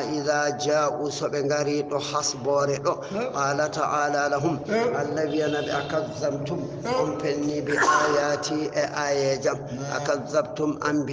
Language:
Fula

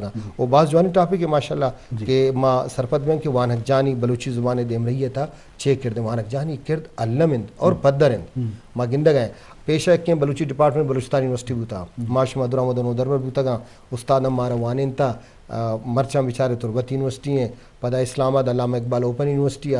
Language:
Eastern Balochi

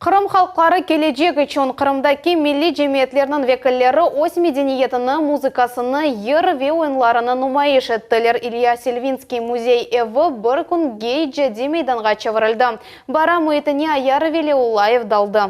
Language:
Crimean Tatar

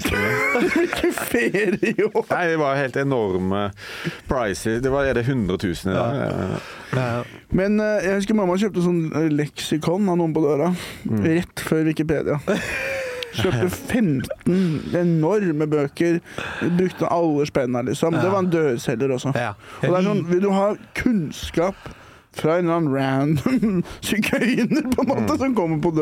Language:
Norwegian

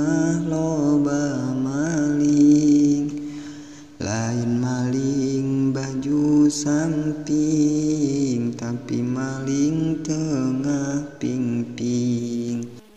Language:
Sundanese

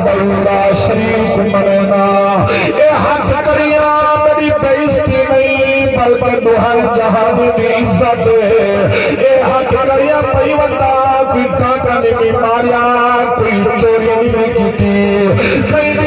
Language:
Saraiki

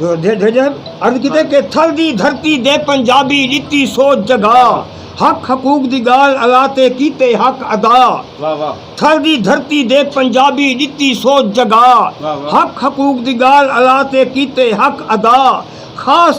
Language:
Saraiki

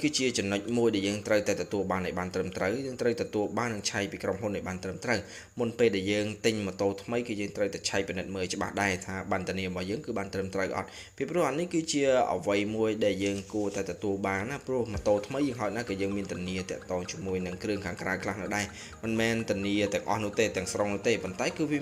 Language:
Khmer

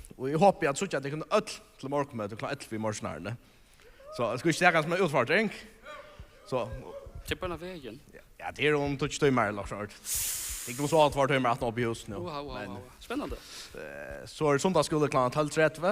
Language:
Faroese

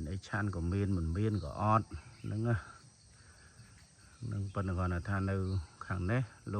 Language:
Khmer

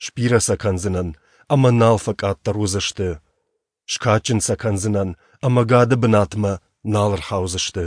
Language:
Ossetic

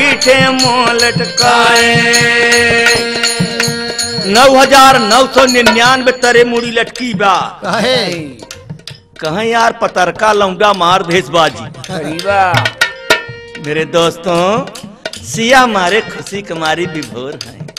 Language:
Bhojpuri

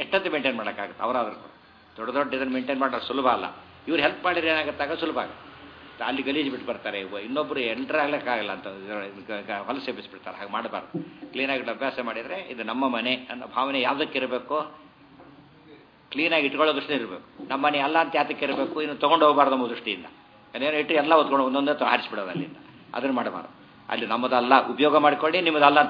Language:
Kannada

